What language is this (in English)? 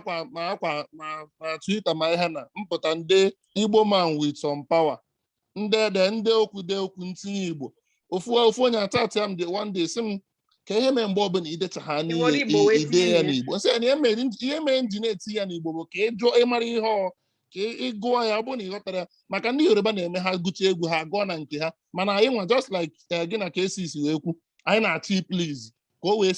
Igbo